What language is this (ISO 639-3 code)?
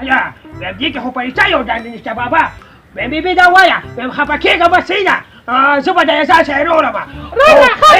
pus